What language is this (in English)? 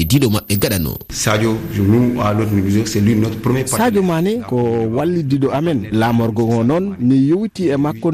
Fula